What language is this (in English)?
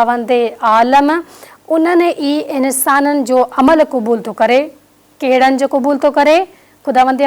Sindhi